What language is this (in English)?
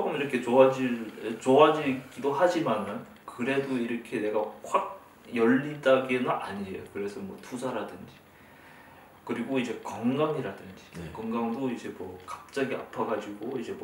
Korean